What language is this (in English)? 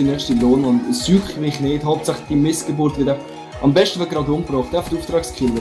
Swiss German